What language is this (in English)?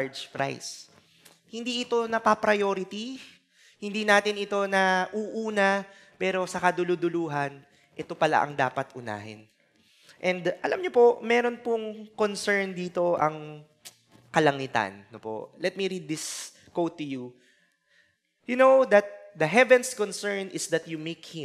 Filipino